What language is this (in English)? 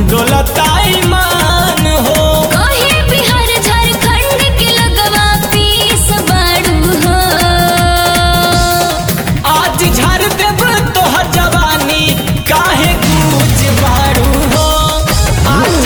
Bhojpuri